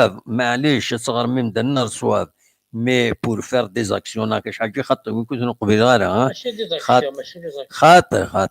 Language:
Kabyle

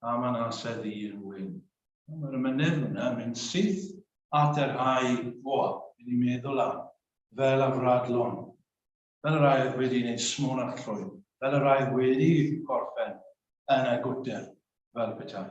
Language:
Welsh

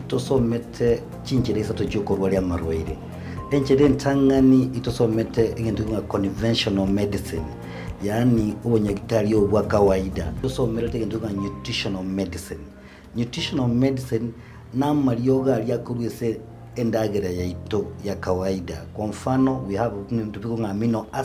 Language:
Gusii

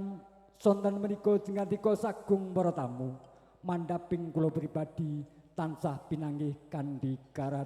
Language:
Javanese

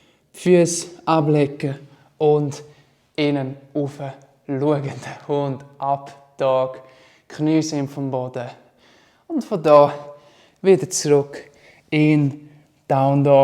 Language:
Swiss German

